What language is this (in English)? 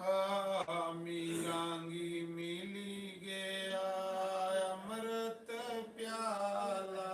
Dogri